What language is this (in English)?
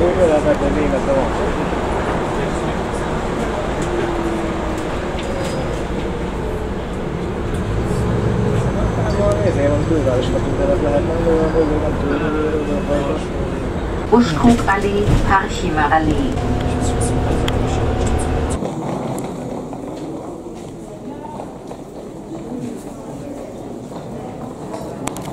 Hungarian